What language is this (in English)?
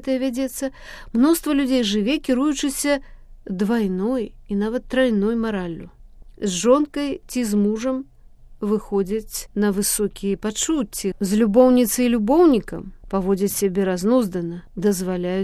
Belarusian